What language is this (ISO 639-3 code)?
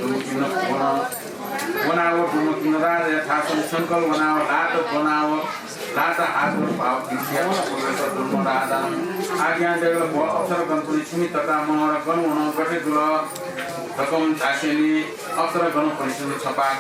new